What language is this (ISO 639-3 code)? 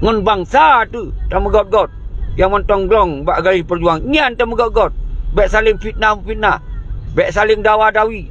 ace